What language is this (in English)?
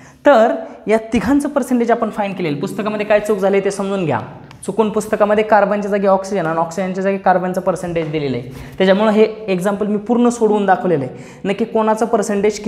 Marathi